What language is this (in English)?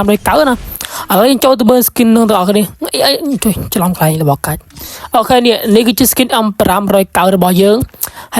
Khmer